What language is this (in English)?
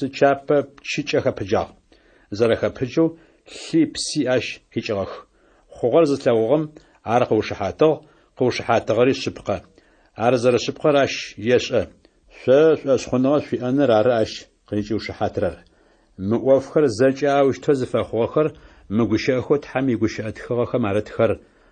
Adyghe